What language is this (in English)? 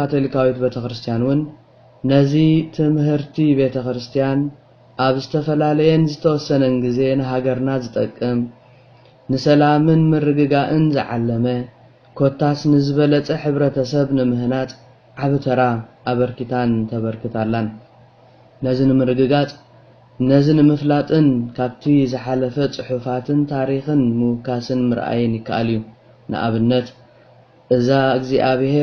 Tigrinya